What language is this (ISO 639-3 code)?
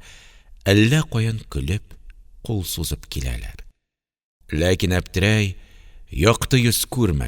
tat